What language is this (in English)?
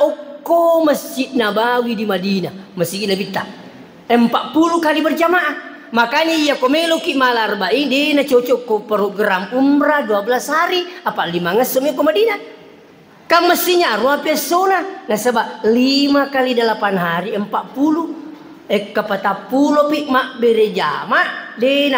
Buginese